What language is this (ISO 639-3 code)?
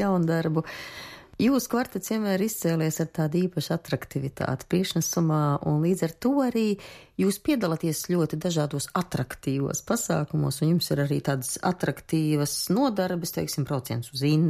lav